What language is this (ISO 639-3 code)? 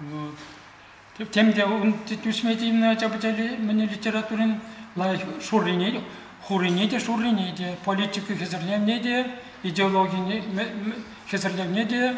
chv